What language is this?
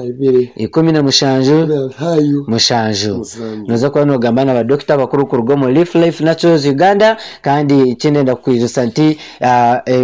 Nyankole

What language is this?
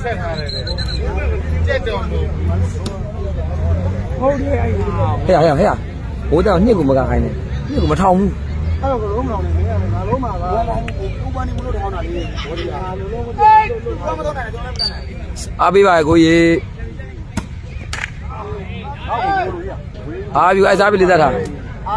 Burmese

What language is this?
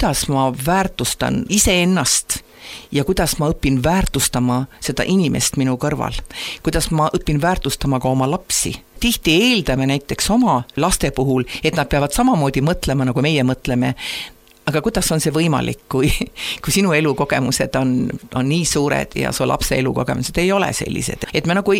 Estonian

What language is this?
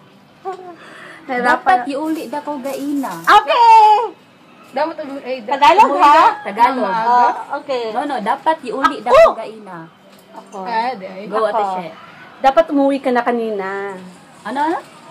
Filipino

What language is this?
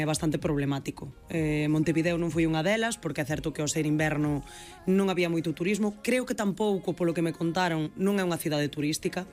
Galician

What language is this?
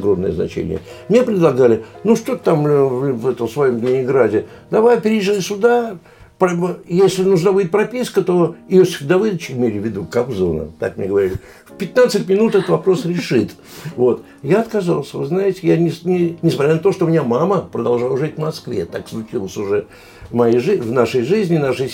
Russian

